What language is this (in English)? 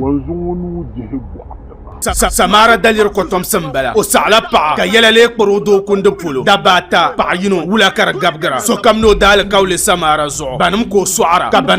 Dagbani